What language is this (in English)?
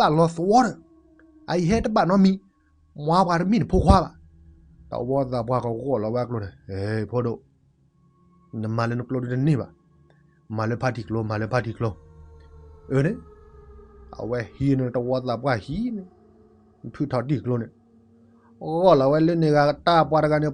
S'gaw Karen